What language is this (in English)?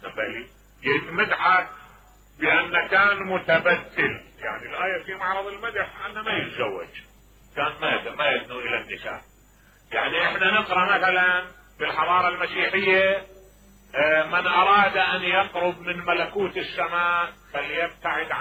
Mesopotamian Arabic